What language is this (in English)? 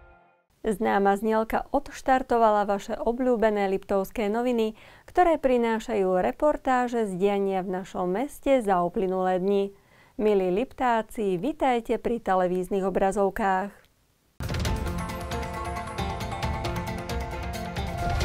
Slovak